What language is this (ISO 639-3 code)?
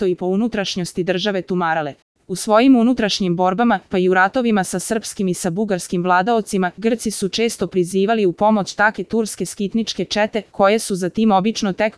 srp